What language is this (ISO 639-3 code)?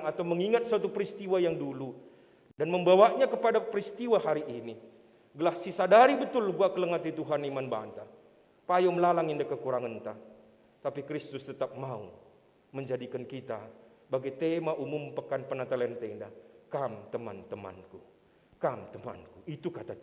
btx